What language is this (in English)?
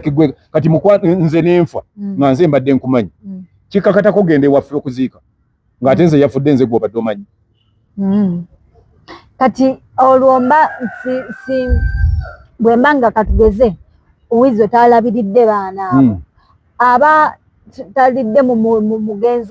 Ganda